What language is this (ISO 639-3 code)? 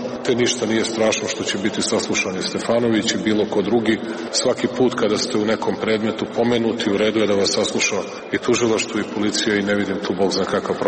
srp